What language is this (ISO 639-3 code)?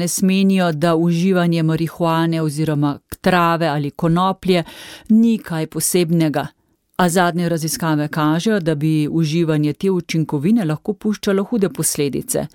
slv